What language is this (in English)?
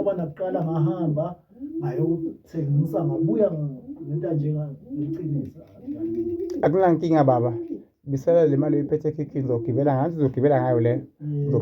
Zulu